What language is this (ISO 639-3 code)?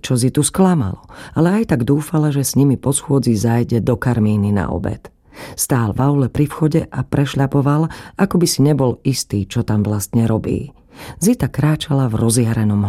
slk